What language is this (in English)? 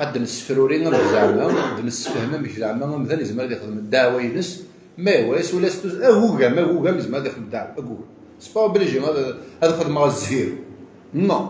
Kabyle